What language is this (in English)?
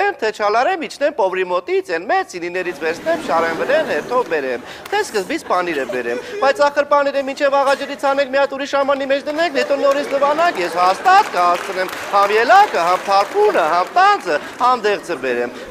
Armenian